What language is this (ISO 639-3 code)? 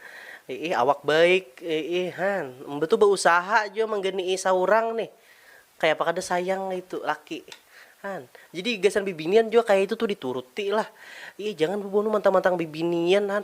bjn